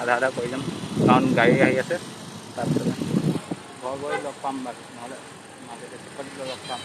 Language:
Assamese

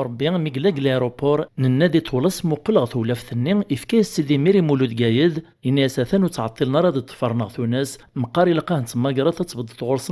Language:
Kabyle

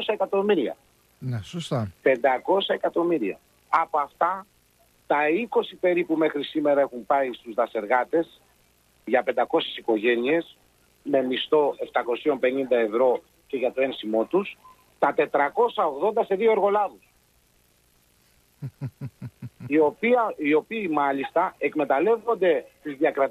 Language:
Greek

